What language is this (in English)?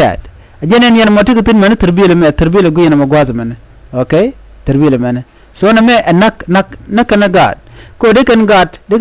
Nuer